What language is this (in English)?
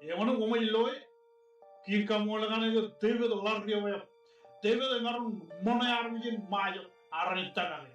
Marshallese